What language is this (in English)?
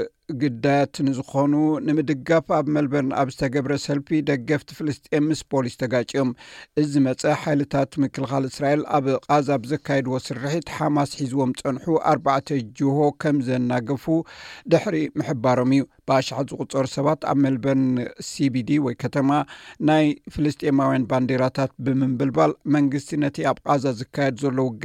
Tigrinya